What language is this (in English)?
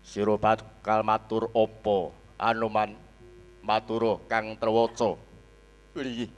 Javanese